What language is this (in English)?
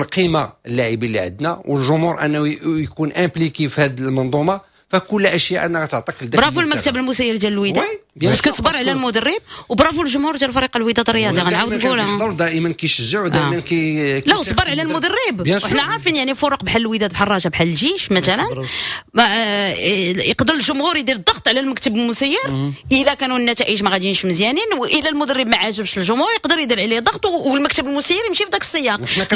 Moroccan Arabic